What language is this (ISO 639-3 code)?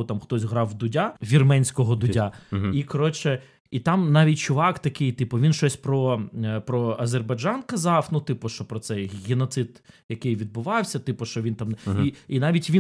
ukr